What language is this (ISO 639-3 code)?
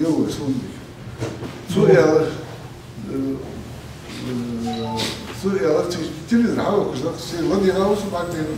inh